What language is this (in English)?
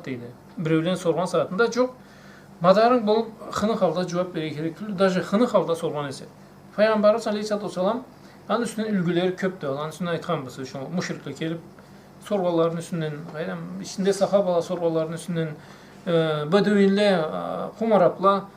Karachay-Balkar